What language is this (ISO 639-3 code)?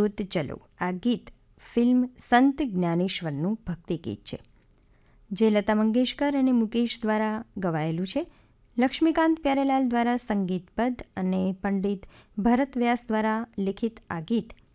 guj